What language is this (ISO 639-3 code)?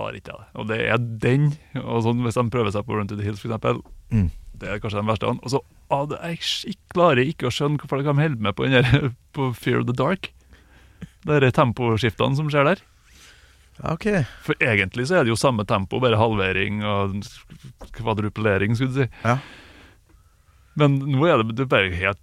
nor